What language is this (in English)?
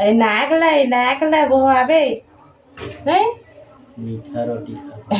Chhattisgarhi